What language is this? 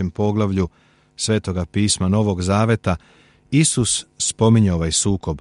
Serbian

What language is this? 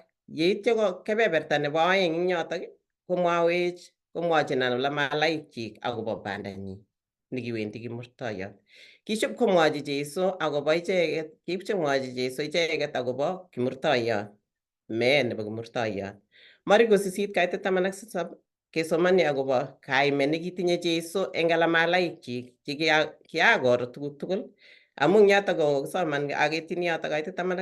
Kalenjin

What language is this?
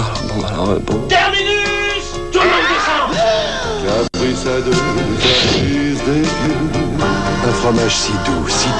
French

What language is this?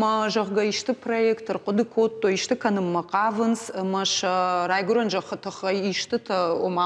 Ossetic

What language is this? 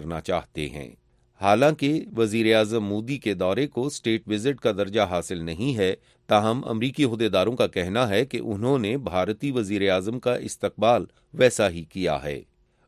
Urdu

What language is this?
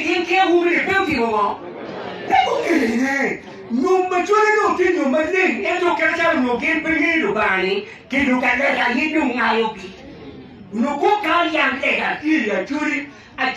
Acoli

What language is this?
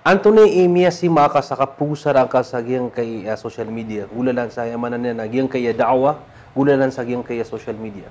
Maranao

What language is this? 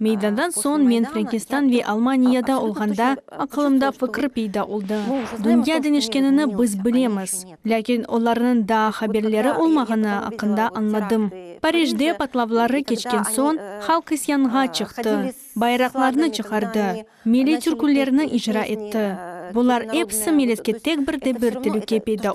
Crimean Tatar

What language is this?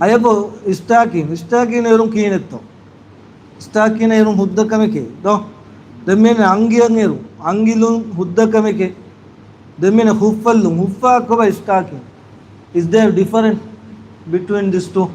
Divehi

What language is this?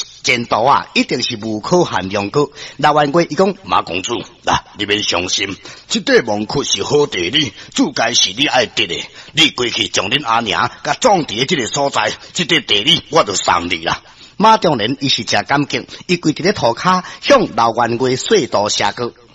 Min Nan Chinese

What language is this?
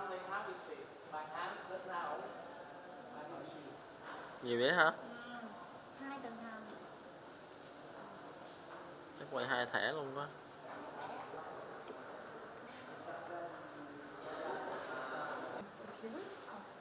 Vietnamese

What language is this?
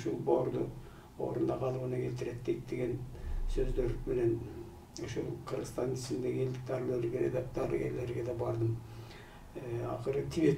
Kyrgyz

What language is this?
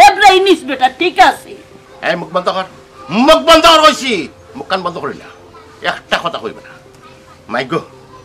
Sylheti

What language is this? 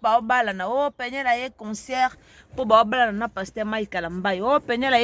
Lingala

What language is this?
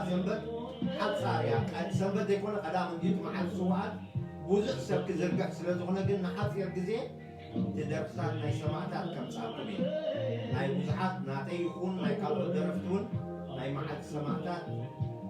Tigrinya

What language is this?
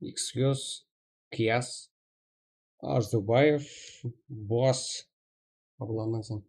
Kara-Kalpak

